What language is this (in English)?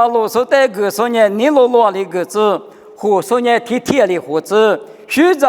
Lisu